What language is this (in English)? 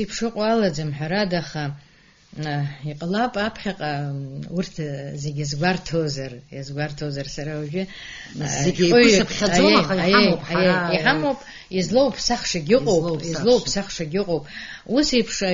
Abkhazian